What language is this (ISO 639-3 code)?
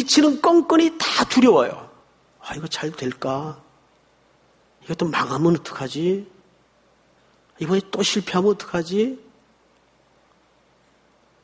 kor